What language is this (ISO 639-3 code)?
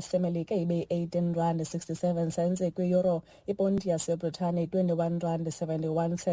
xho